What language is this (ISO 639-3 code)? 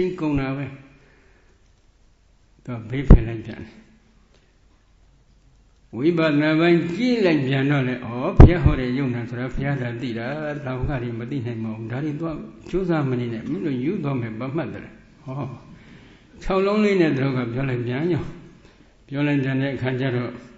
mya